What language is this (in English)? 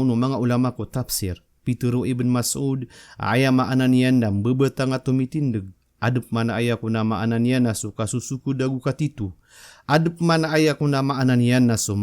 Maranao